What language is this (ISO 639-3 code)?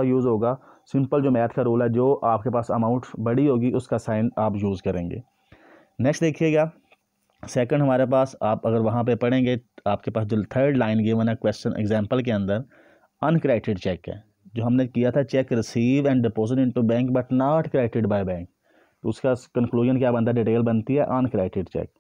hin